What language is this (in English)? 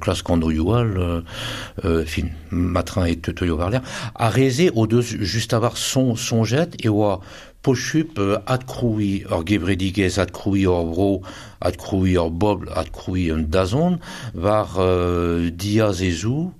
Breton